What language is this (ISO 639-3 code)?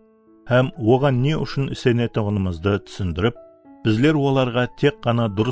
kaa